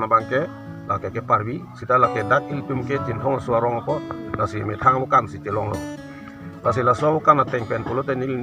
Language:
Karbi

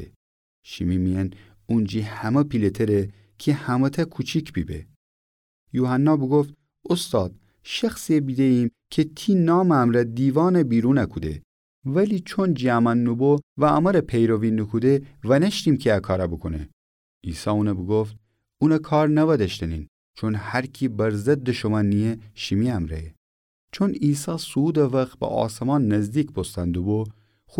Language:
Gilaki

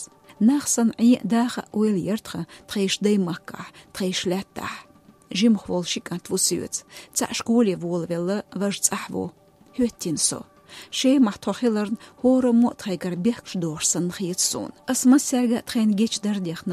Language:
Chechen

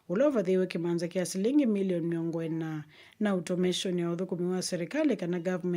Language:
Kamba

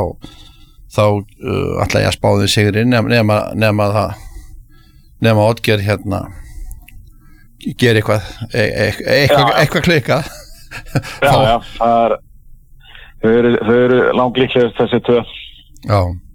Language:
Icelandic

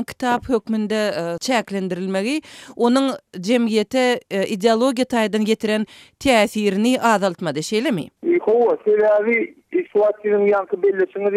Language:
Turkmen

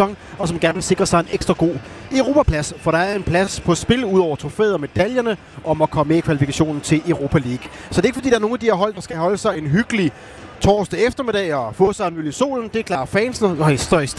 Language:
Danish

